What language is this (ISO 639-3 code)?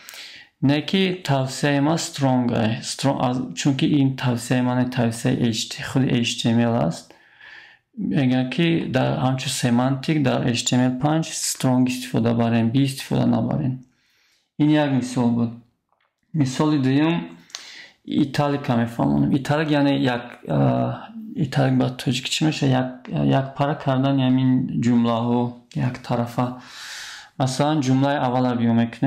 tgk